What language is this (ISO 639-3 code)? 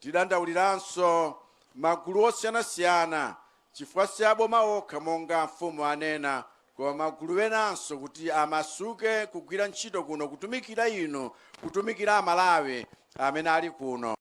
nya